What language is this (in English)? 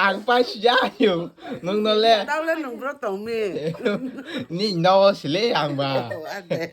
Kok Borok